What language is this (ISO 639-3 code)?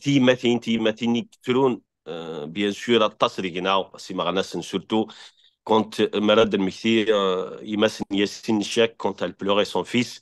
kab